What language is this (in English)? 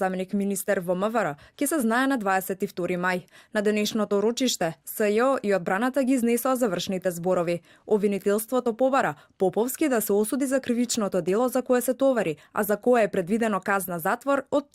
Macedonian